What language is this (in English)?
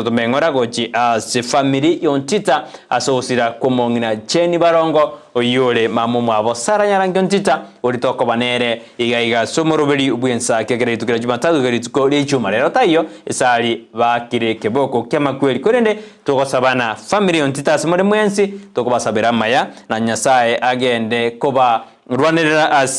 Gusii